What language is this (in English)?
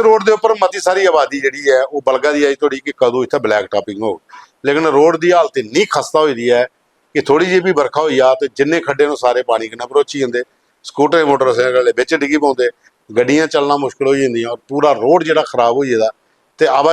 Dogri